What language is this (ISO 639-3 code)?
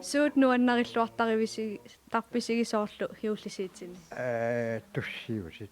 kal